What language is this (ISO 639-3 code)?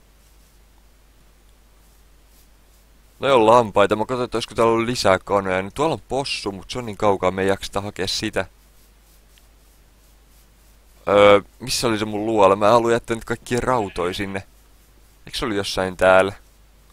fin